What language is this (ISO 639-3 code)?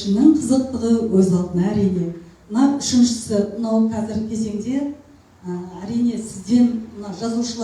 kaz